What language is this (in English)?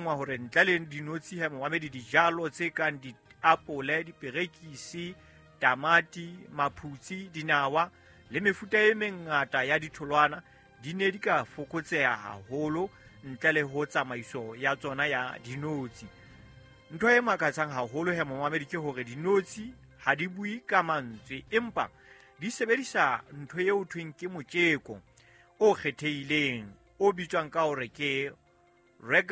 Southern Sotho